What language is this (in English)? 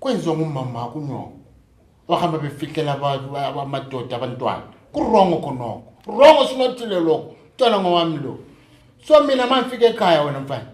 Zulu